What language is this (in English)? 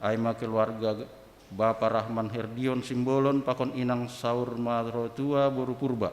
Batak Simalungun